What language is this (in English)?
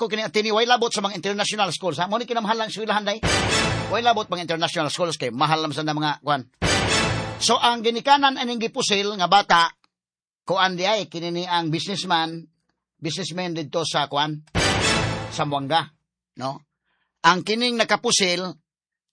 Cebuano